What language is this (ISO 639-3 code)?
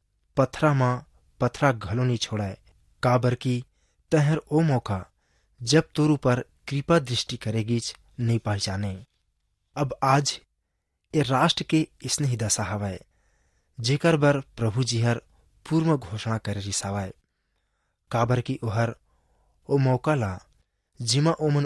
hne